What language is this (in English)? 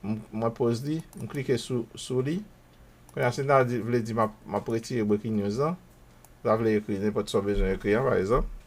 Haitian Creole